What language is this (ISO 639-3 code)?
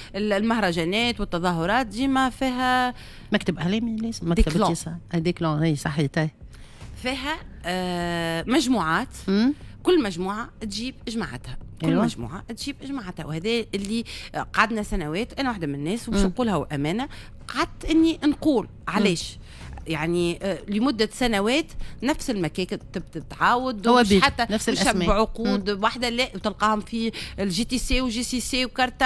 aeb